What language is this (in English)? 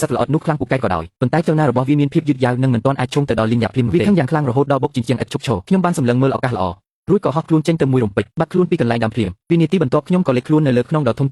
Khmer